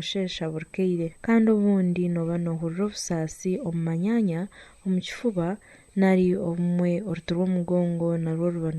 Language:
Nyankole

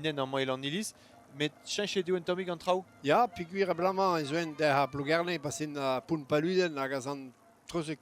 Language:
Breton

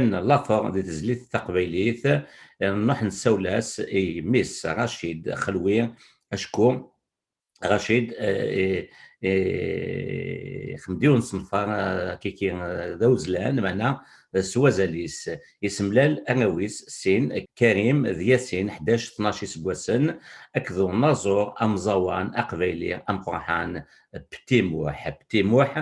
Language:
Kabyle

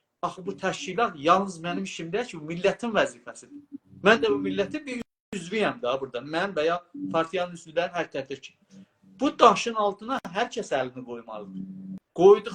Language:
South Azerbaijani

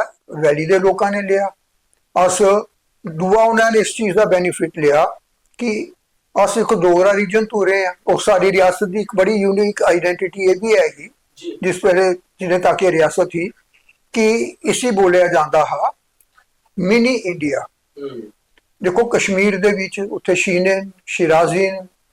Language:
Dogri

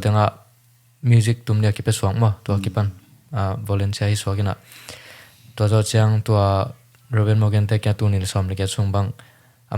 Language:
Tedim Chin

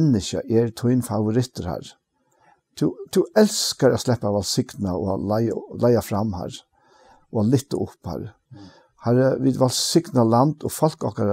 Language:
Faroese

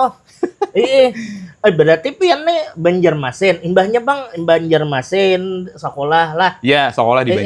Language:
Banjar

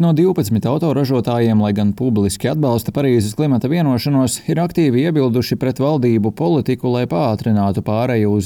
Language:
Latvian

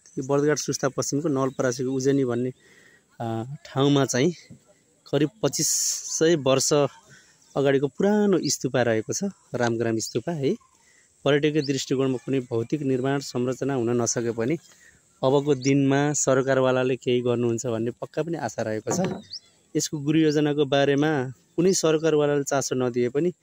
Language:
Nepali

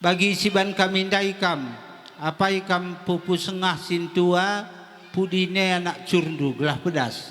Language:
Batak Karo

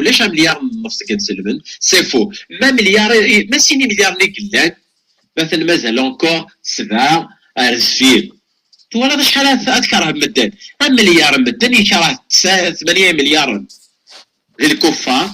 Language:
Kabyle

